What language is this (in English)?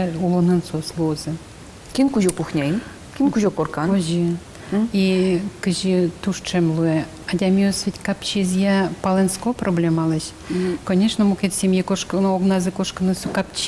Udmurt